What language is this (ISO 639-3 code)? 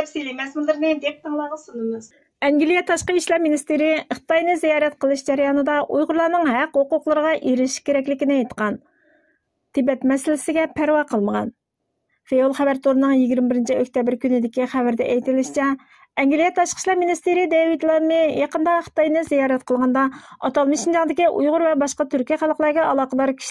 uig